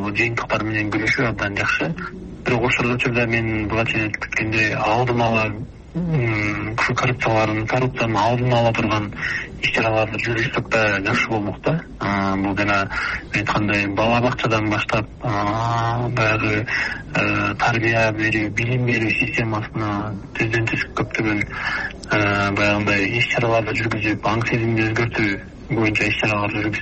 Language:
Kyrgyz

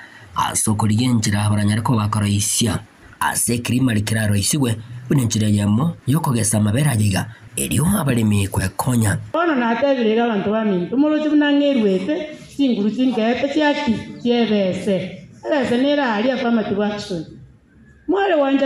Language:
Gusii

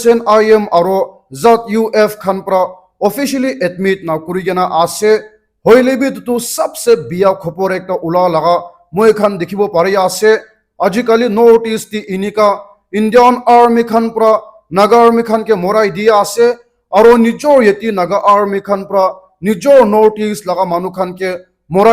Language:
Naga Pidgin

